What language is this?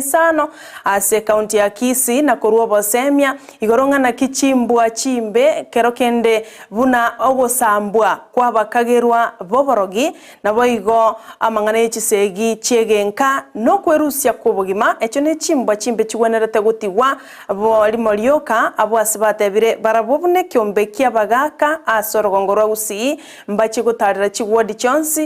Gusii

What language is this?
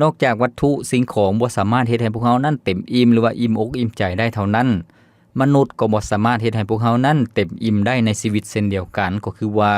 Lao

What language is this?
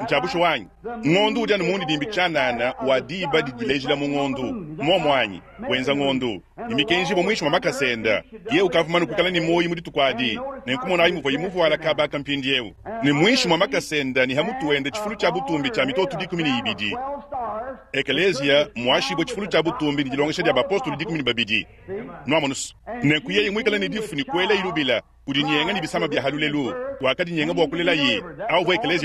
Luba-Lulua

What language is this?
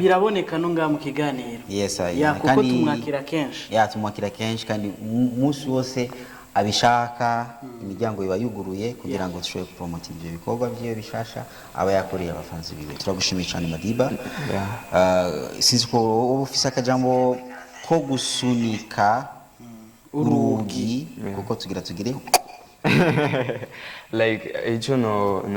Rundi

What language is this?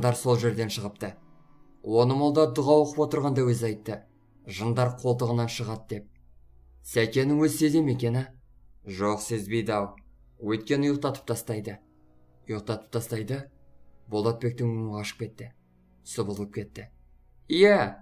Kazakh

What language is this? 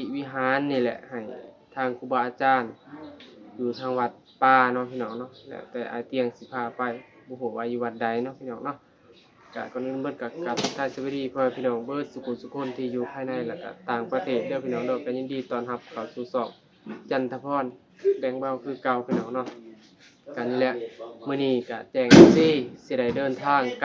Northeastern Thai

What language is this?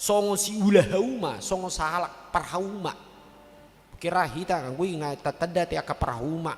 Batak Toba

